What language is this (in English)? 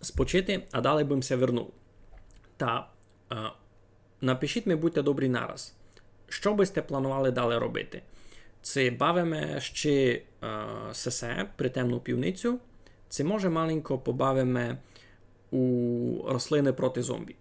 Rusyn